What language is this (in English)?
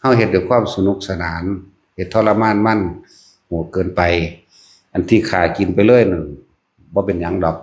Northeastern Thai